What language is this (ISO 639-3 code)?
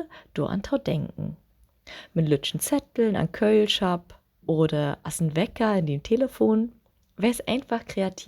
nds